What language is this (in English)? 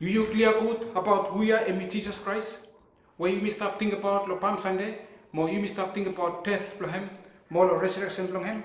Bislama